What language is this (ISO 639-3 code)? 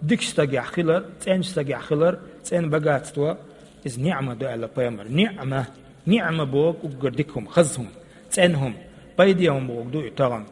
che